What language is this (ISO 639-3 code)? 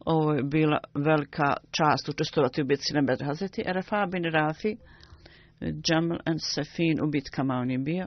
bos